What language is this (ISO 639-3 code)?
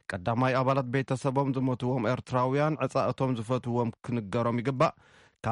tir